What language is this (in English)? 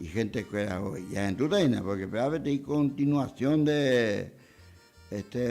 Guarani